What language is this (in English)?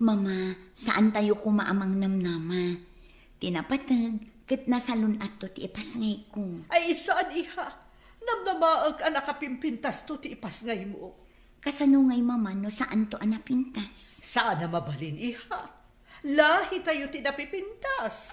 Iloko